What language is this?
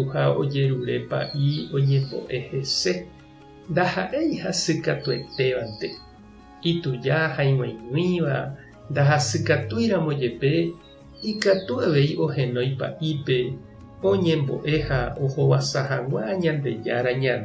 Guarani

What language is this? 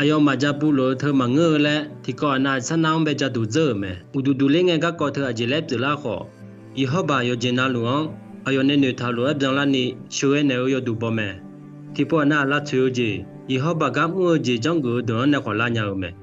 Akha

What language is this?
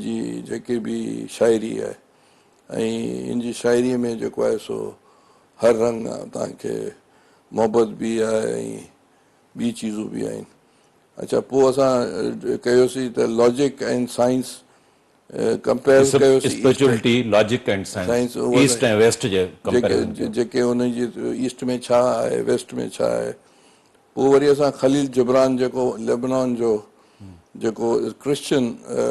Sindhi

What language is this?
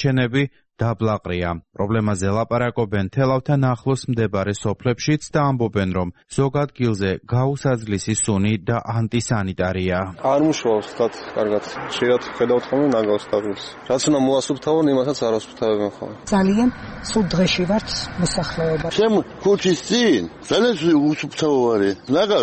Georgian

